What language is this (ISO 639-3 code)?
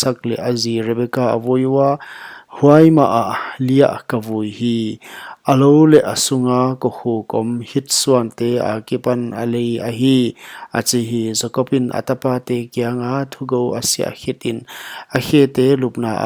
pck